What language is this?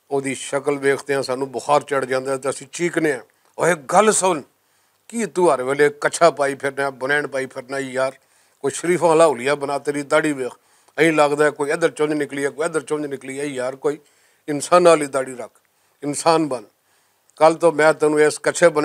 Western Panjabi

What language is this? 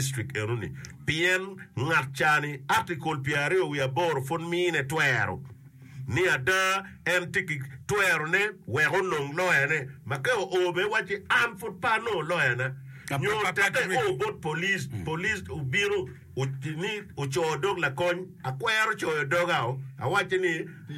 Acoli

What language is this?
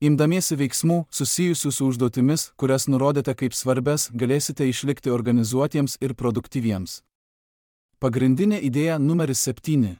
Lithuanian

